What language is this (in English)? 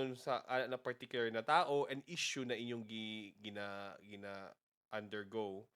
Cebuano